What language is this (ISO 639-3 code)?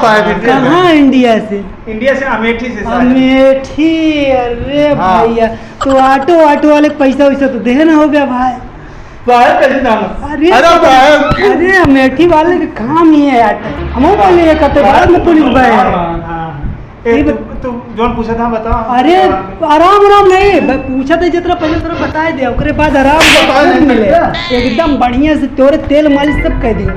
awa